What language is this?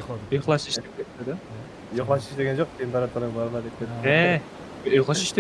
Kara-Kalpak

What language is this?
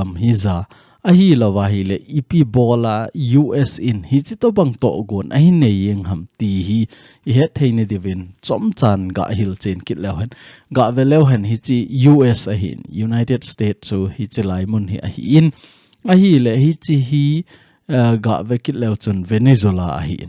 Thado Chin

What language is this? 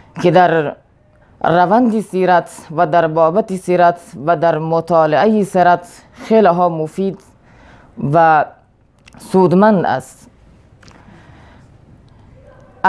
Persian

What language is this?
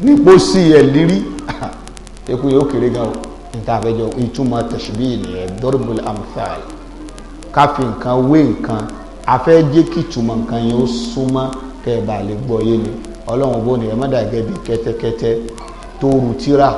Yoruba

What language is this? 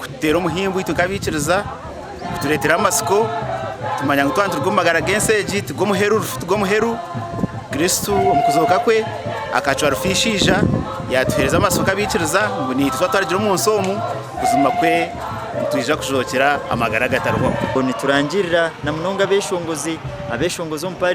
Nyankole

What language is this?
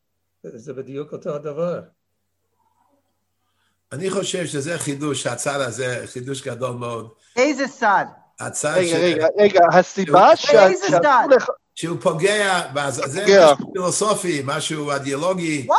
Hebrew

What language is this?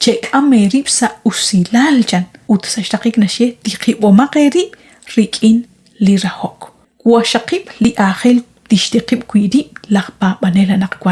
Kekchí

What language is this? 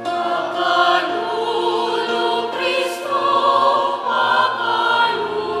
Pampanga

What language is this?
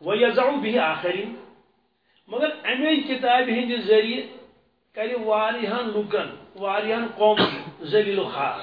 Kashmiri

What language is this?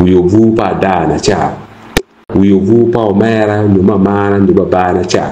Acoli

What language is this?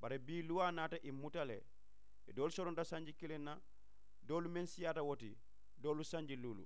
Mandingo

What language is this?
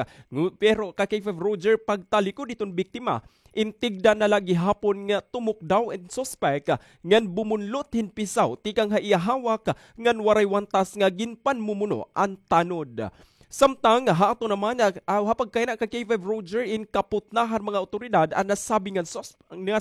Waray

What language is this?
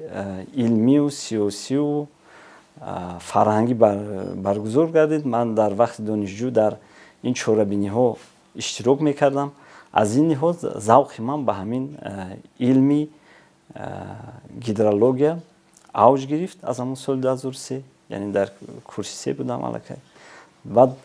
Tajik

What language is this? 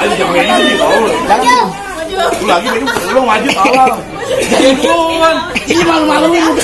Betawi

